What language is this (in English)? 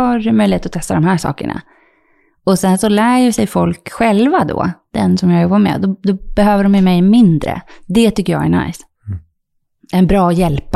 Swedish